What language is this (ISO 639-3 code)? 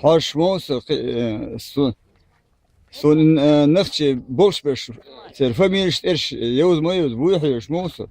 che